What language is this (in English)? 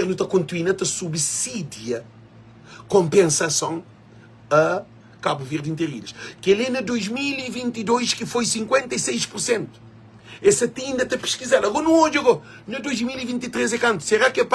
Kabuverdianu